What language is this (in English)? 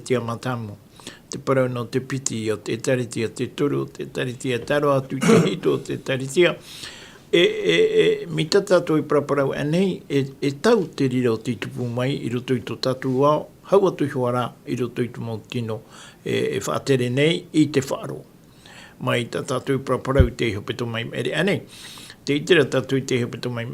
Tahitian